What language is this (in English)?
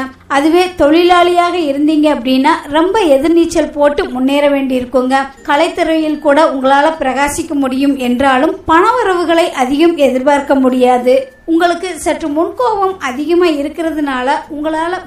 Tamil